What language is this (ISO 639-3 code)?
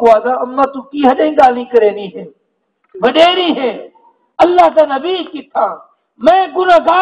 skr